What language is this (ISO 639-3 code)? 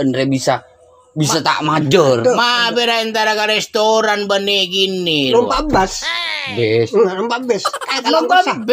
mad